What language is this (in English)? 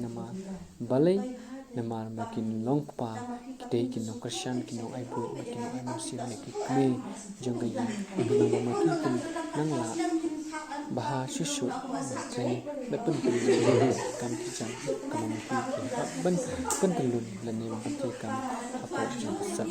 Khasi